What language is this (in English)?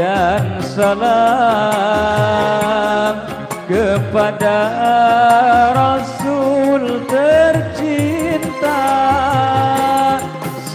Indonesian